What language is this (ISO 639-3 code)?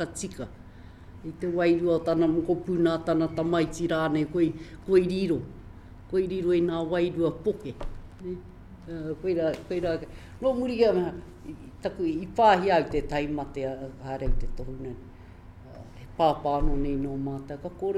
mri